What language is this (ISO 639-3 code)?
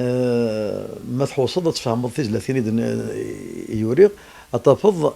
kab